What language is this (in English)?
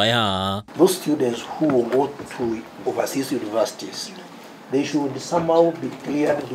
Kikuyu